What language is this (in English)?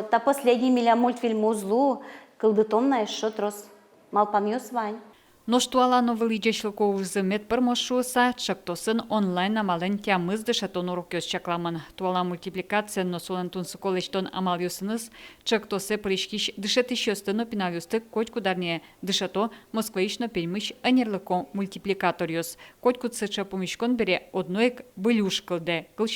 Udmurt